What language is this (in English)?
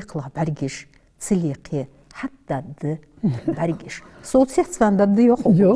Ingush